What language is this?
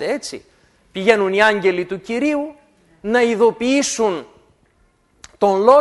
Greek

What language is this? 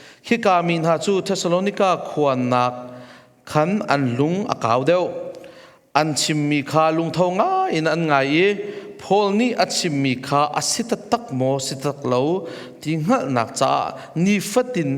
Hakha Chin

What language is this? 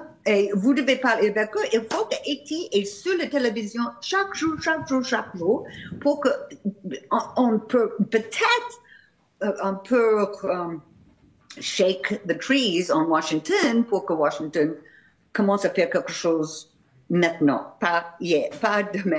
French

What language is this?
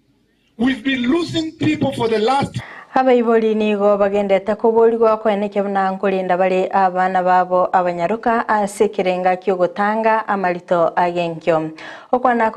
Gusii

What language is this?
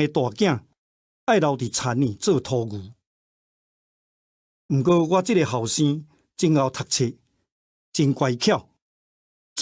Min Nan Chinese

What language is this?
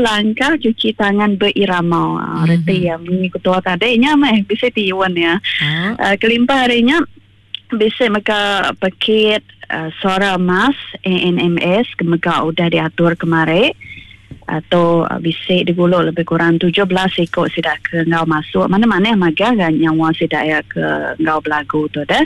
Iban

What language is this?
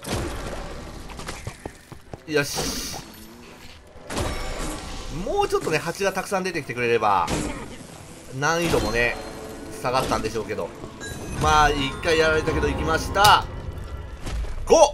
Japanese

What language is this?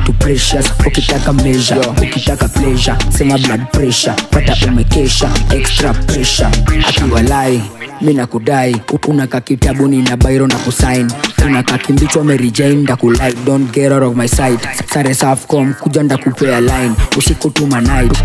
Swahili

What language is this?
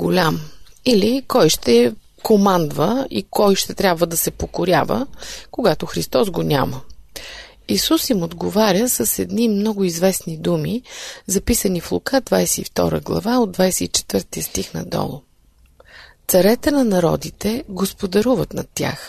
Bulgarian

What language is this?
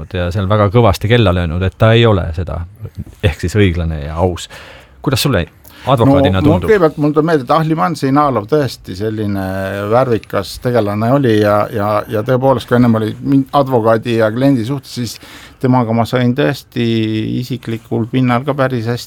Estonian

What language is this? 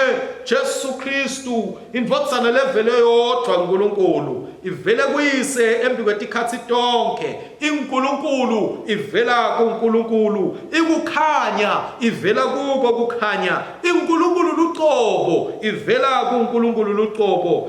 Swati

